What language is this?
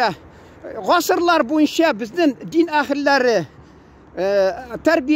Tatar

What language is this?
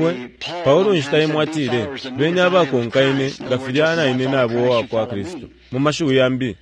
Bemba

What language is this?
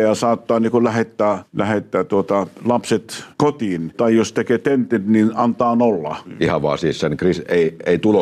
Finnish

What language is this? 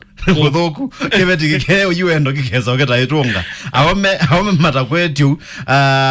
Kamba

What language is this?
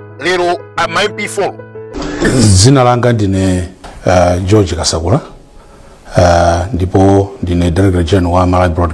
Nyanja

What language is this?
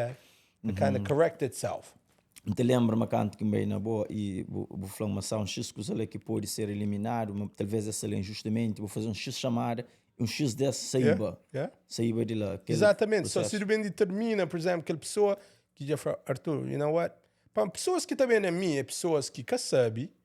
Kabuverdianu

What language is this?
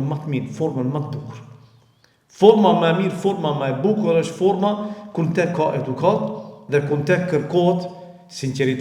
Albanian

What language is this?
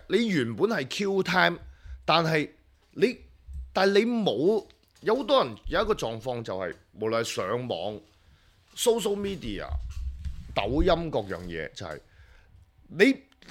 Cantonese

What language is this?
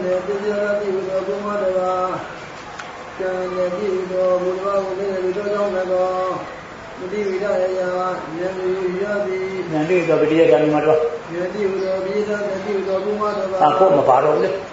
Burmese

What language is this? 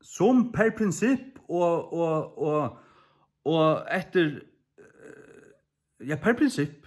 Faroese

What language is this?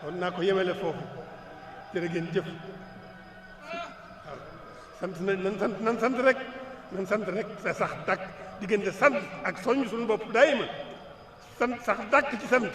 Wolof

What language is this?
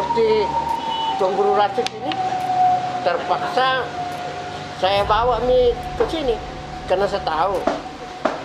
Makassar Malay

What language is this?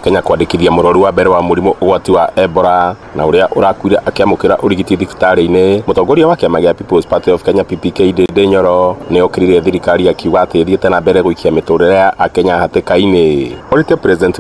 Kikuyu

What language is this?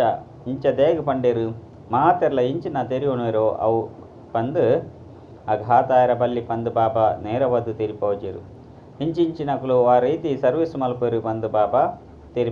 Tulu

